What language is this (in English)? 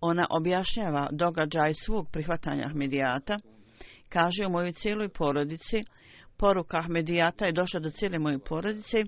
Bosnian